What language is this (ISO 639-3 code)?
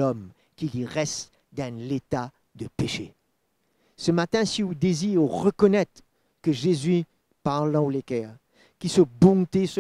mfe